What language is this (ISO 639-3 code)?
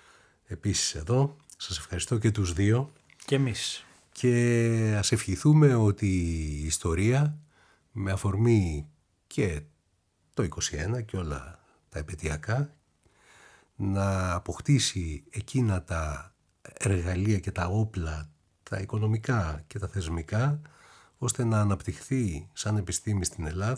ell